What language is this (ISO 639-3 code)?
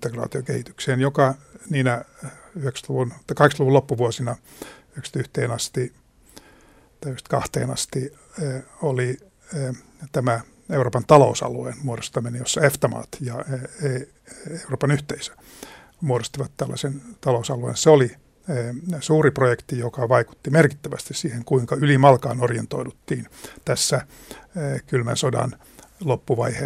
fin